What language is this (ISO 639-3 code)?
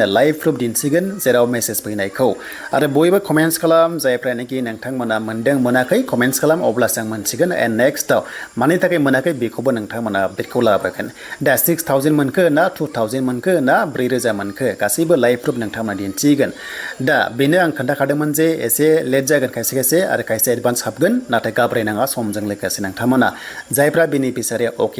brx